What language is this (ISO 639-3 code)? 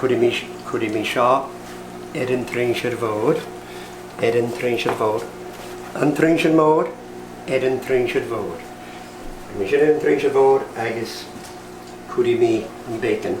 gla